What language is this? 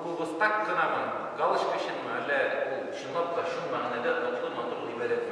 Tatar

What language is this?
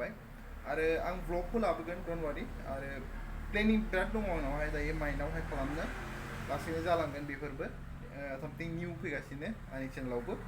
Bodo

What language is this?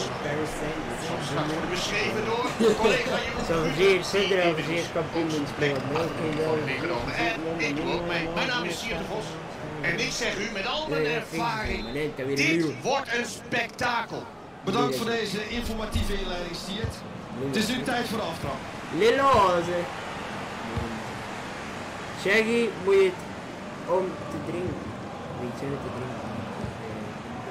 Dutch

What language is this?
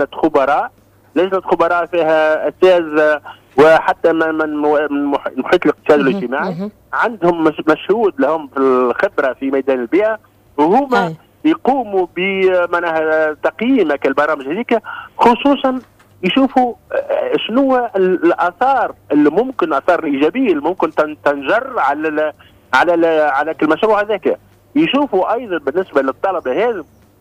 Tunisian Arabic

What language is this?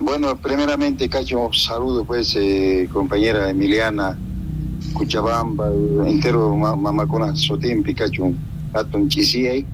South Bolivian Quechua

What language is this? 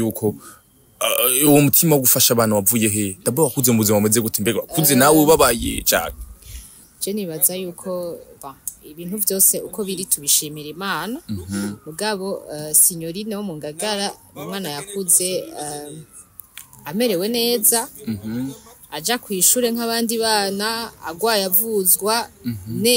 Rundi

